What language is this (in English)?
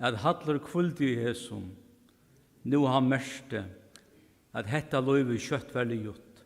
Faroese